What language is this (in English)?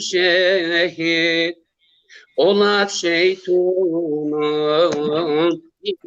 Zaza